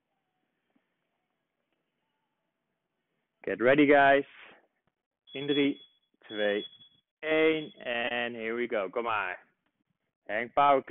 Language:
Dutch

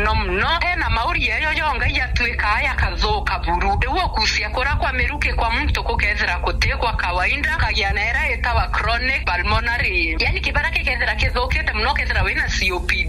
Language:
Meru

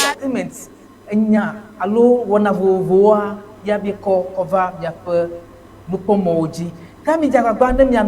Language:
Ewe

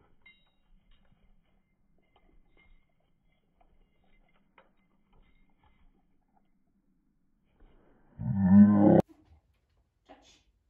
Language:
Danish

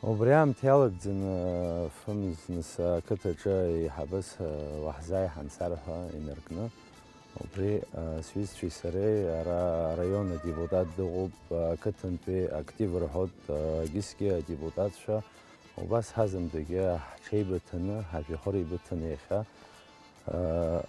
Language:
Abkhazian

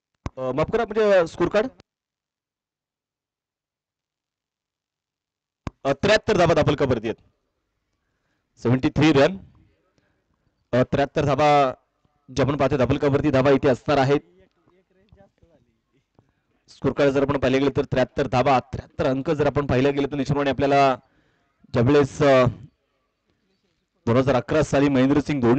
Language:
Marathi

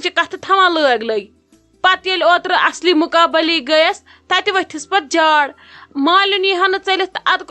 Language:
Kashmiri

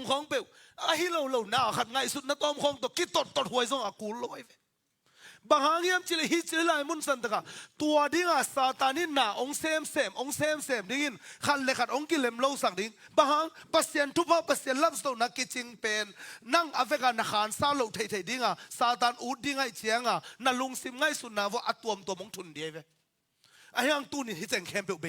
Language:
Tedim Chin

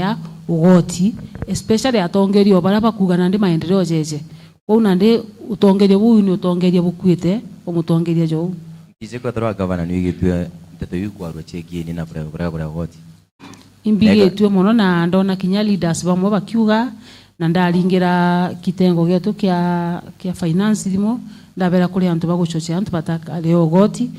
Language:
Meru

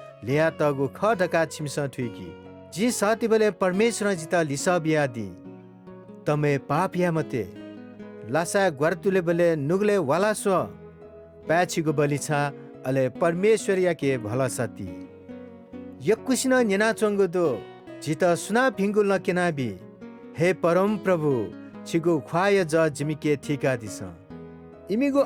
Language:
Newari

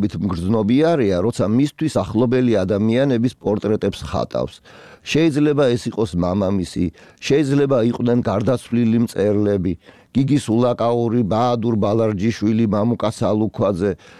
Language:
Georgian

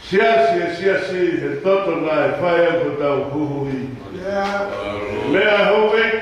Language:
Tongan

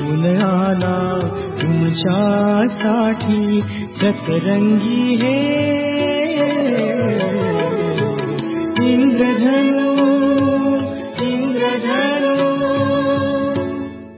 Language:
Marathi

